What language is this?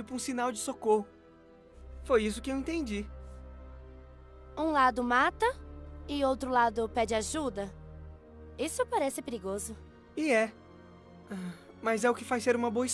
Portuguese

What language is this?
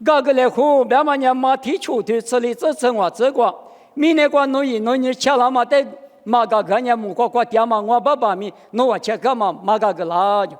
Lisu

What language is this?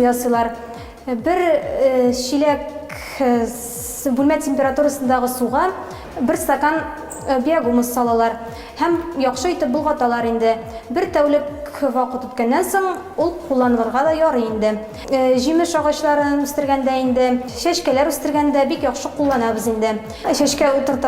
Bashkir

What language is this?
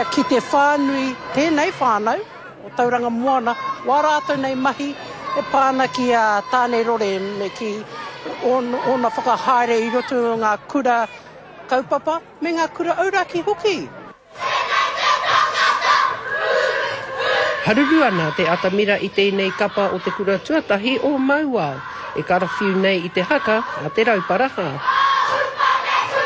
Māori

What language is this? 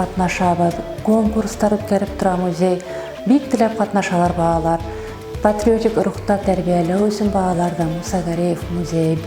Bashkir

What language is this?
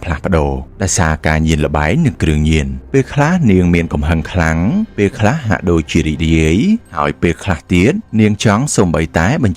Khmer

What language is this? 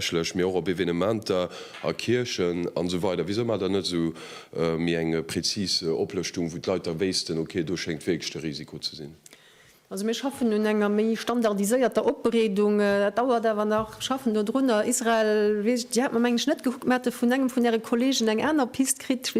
Luxembourgish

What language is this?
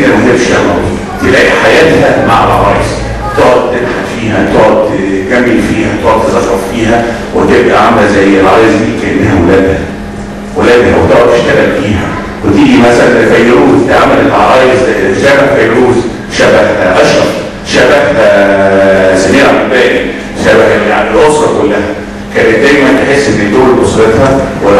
Egyptian Arabic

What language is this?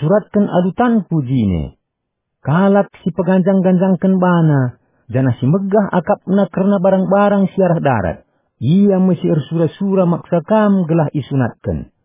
Batak Karo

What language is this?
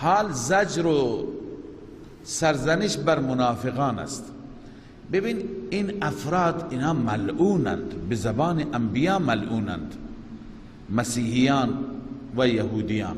Persian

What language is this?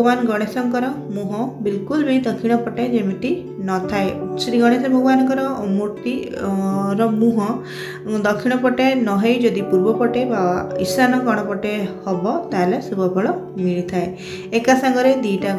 Odia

